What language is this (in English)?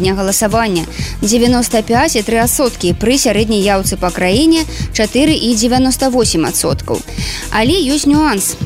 Belarusian